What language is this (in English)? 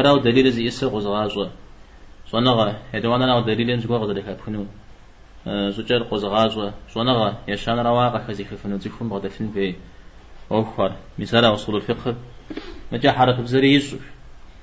Kabardian